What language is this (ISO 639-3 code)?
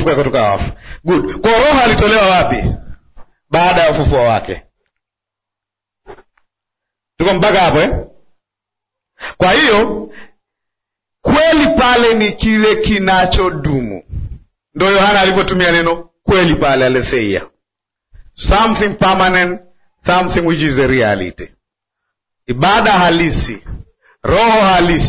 swa